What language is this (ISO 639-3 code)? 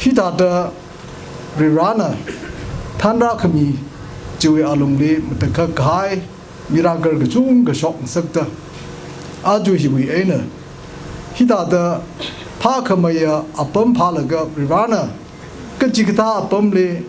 nmf